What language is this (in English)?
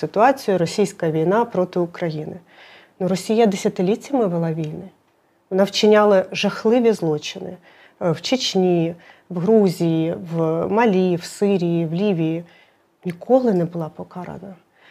Ukrainian